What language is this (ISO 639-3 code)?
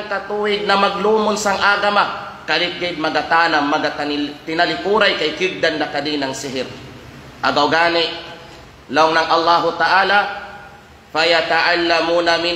kqe